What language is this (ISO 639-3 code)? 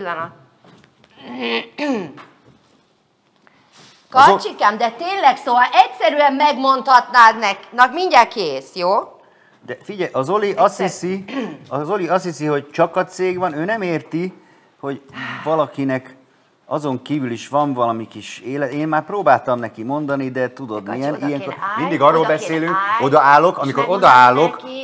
hun